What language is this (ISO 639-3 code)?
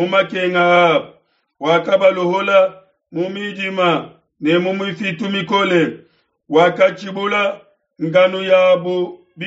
lua